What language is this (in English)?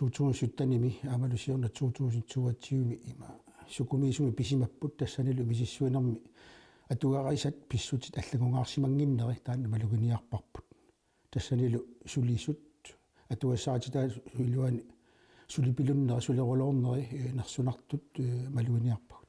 Kalaallisut